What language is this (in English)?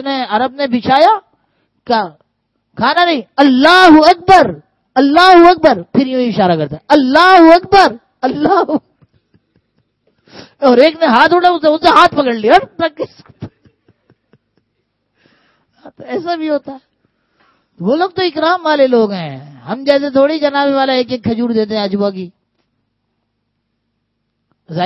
Urdu